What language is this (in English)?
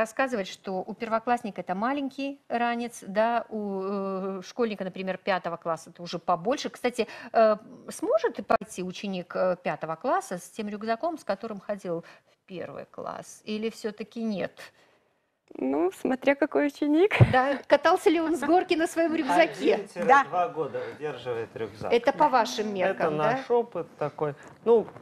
Russian